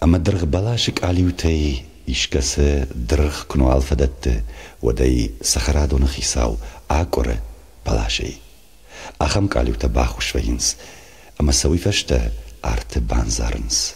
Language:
Ossetic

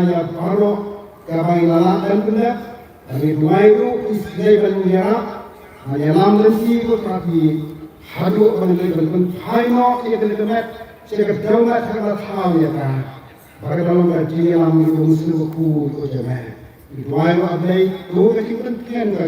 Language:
Khasi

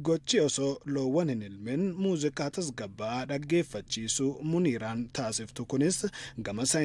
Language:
Oromo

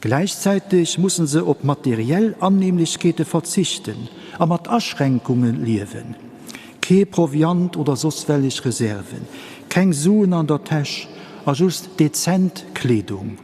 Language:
Luxembourgish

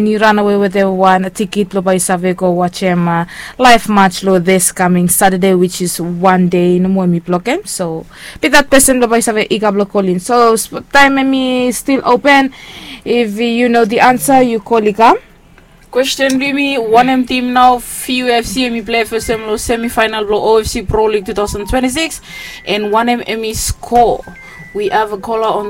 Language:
Bislama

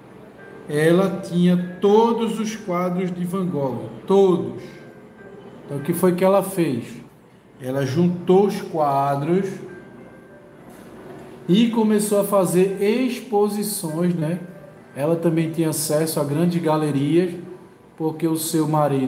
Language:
Portuguese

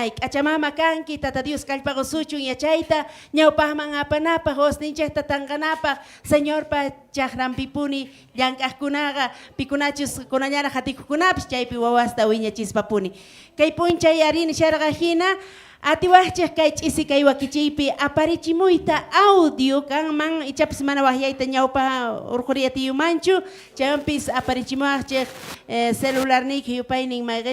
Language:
South Bolivian Quechua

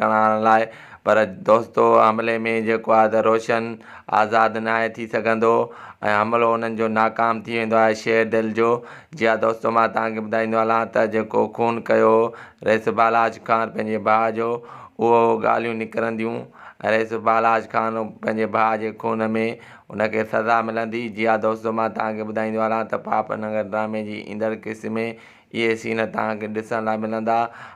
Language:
Sindhi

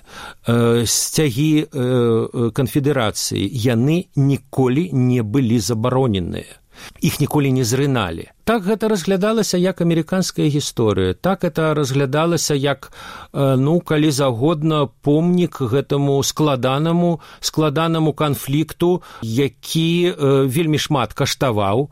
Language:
Belarusian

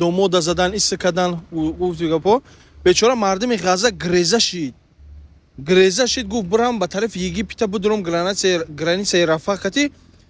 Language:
Tajik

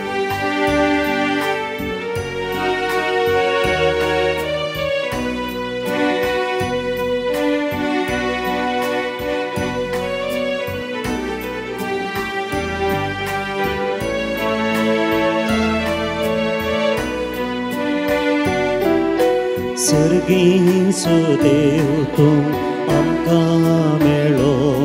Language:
Konkani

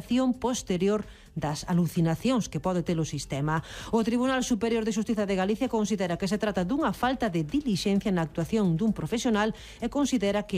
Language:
Galician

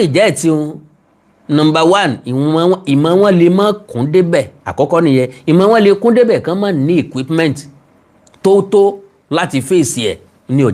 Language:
Yoruba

